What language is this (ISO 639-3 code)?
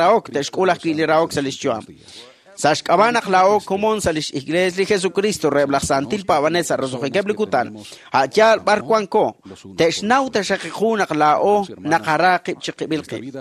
kek